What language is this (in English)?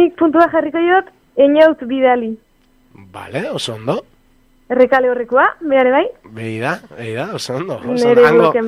Basque